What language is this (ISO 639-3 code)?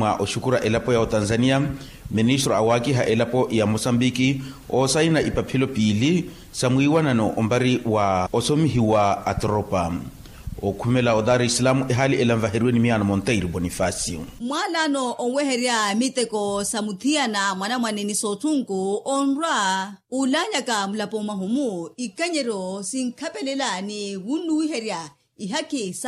vmw